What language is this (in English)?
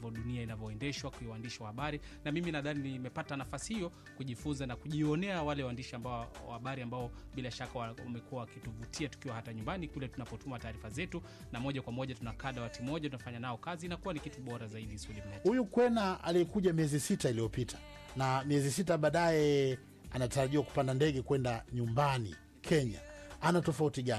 Swahili